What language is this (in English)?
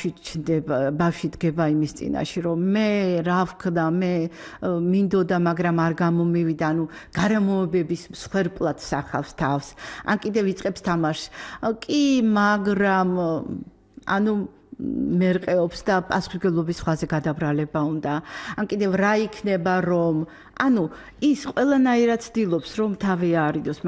Georgian